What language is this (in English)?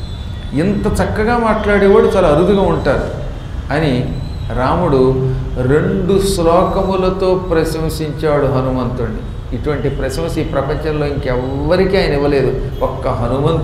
Telugu